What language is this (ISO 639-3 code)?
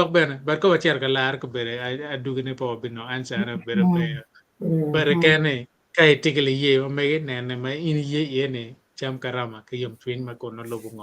ach